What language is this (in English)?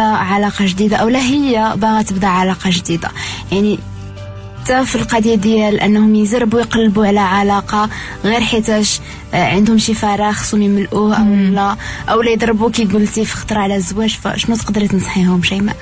Moroccan Arabic